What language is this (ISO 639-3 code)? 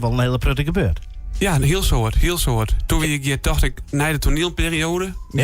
fry